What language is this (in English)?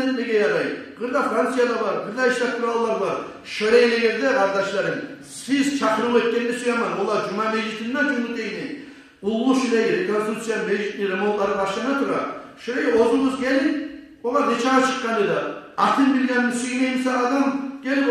Kumyk